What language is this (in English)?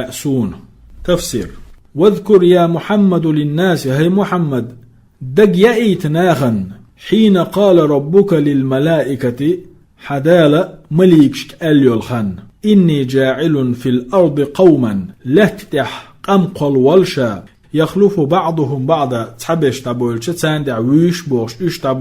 Chechen